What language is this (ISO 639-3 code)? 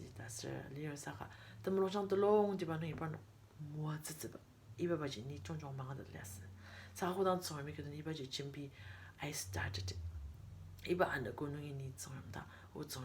njo